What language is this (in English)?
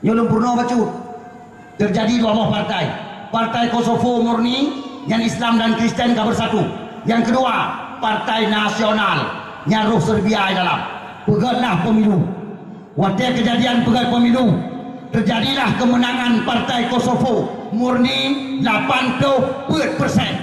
Achinese